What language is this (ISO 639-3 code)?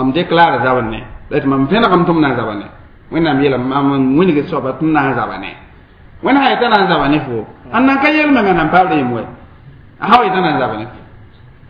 mos